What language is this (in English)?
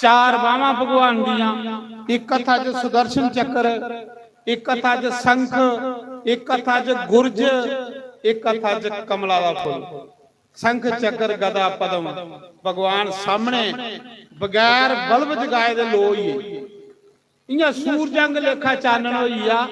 Dogri